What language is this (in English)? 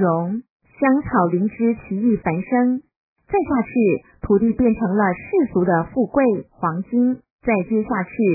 Chinese